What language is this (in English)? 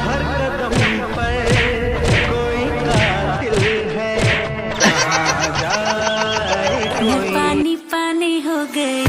Chhattisgarhi